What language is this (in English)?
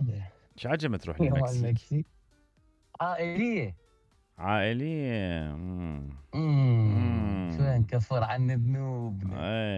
Mesopotamian Arabic